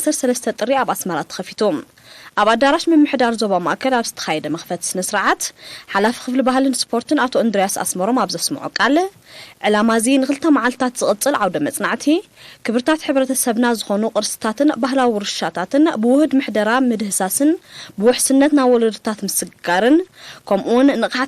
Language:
Tigrinya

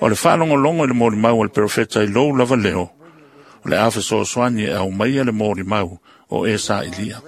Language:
Samoan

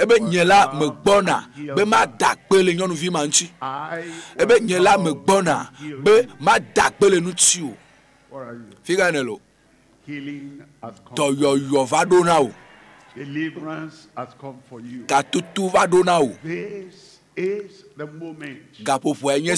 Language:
Ewe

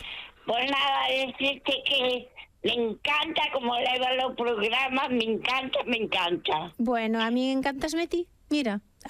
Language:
Galician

